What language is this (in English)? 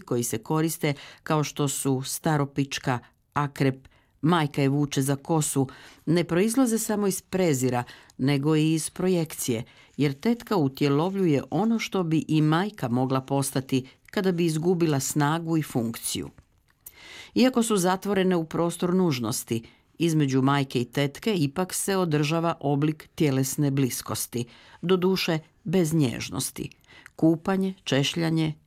Croatian